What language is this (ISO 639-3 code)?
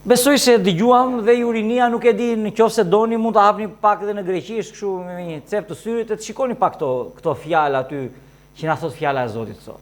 sqi